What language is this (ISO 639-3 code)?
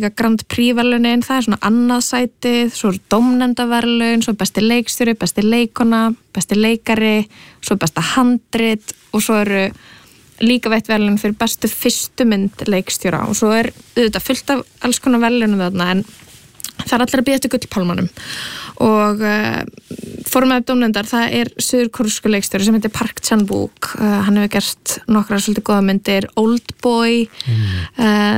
isl